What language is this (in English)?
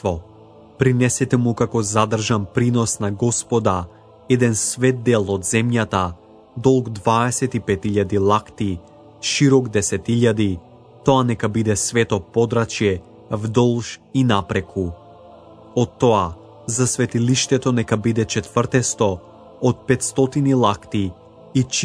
Macedonian